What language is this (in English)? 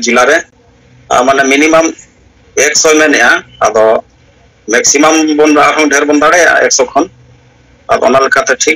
Santali